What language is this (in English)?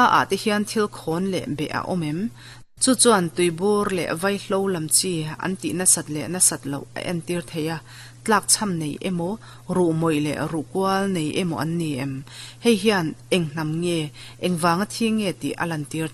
Mizo